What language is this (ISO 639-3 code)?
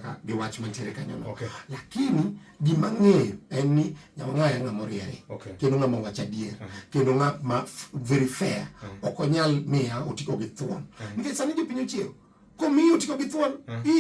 luo